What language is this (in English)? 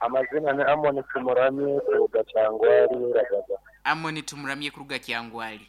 Nyankole